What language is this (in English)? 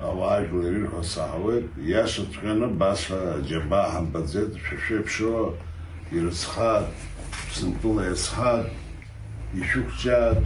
Abkhazian